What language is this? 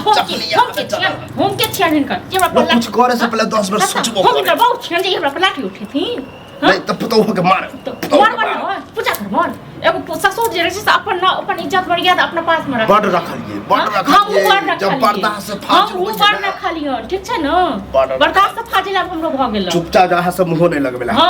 Maithili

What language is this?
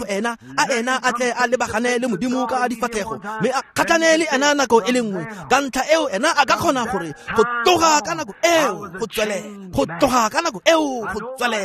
Tswana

